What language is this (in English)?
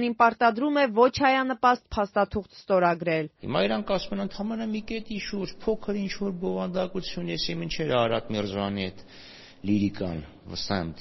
Armenian